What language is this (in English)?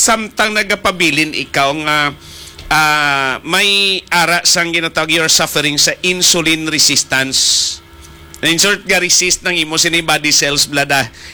Hiligaynon